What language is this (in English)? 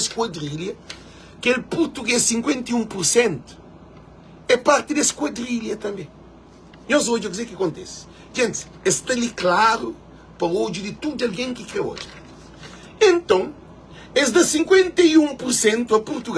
Kabuverdianu